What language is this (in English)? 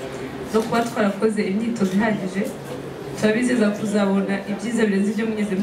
Kinyarwanda